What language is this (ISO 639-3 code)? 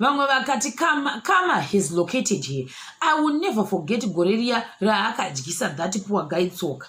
sna